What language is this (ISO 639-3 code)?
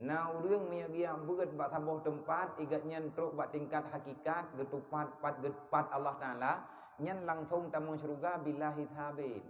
ace